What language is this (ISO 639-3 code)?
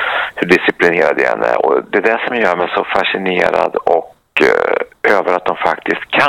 swe